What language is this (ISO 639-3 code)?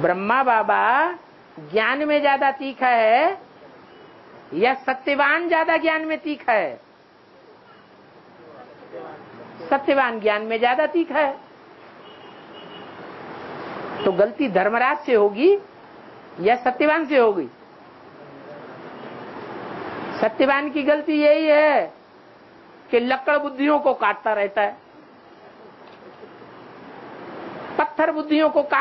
hin